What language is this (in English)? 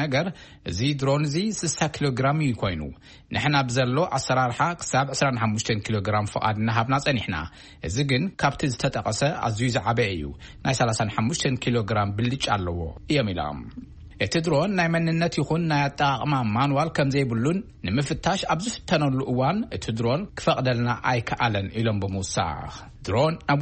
Tigrinya